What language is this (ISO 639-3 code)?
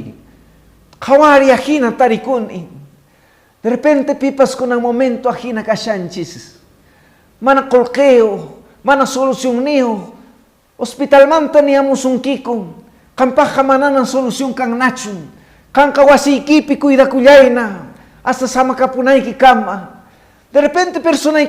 que